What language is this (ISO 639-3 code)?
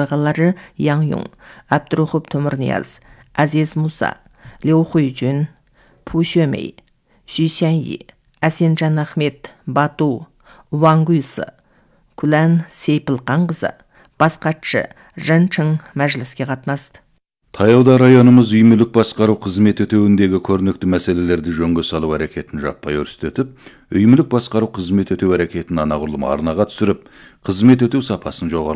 kaz